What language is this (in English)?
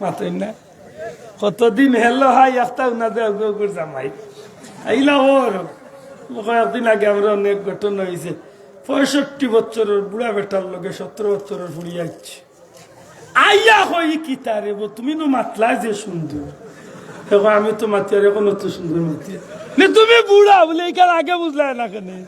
Sylheti